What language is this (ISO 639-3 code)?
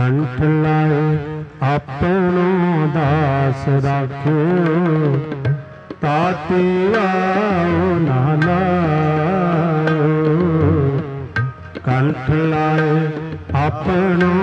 pan